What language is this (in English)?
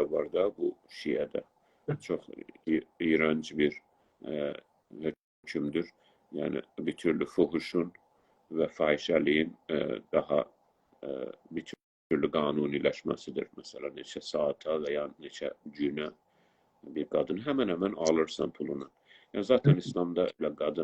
South Azerbaijani